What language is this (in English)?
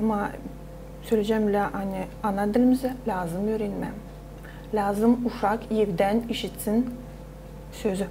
Gagauz